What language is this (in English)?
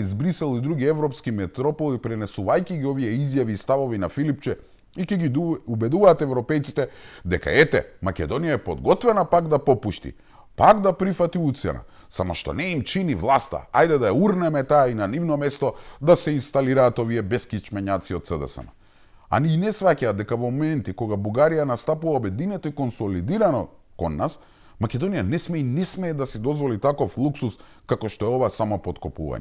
Macedonian